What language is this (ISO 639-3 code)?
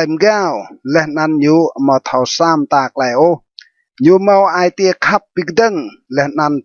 rad